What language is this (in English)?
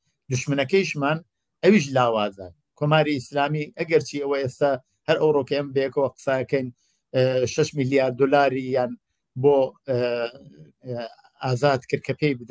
Central Kurdish